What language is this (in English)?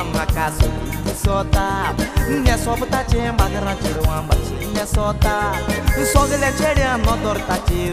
Konkani